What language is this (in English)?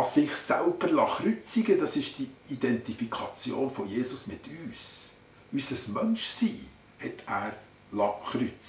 Swiss German